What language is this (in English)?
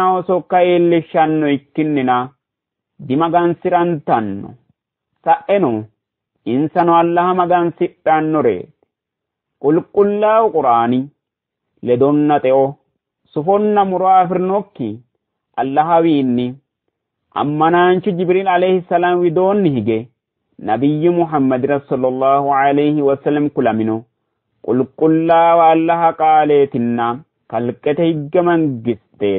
Sidamo